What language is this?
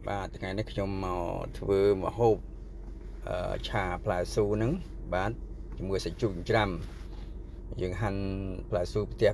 Khmer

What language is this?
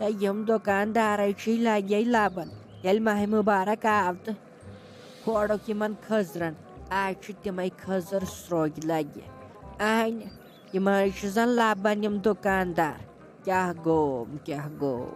Kashmiri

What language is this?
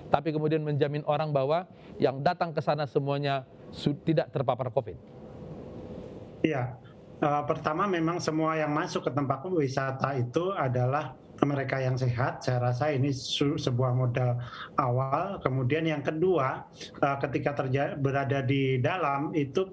Indonesian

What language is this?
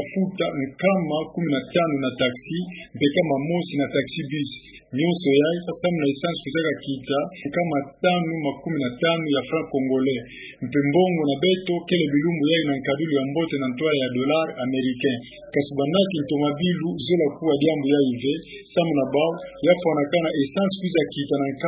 Kituba (Democratic Republic of Congo)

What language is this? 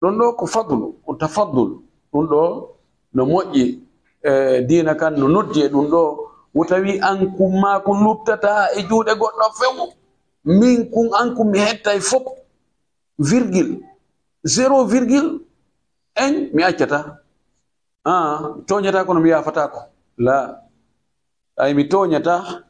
Fula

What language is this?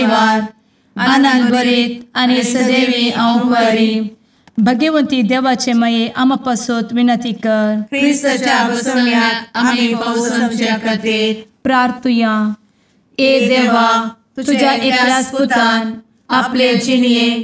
Konkani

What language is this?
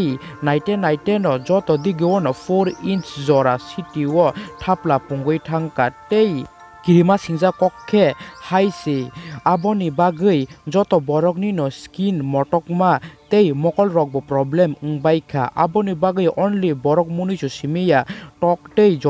Kok Borok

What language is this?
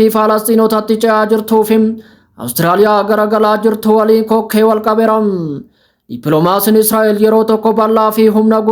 Oromo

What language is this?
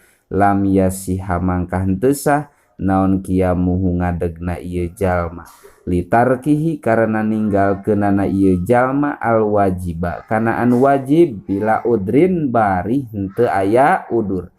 Sundanese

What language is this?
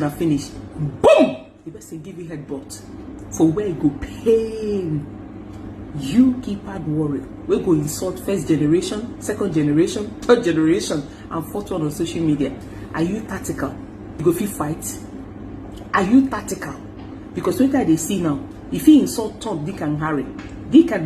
Nigerian Pidgin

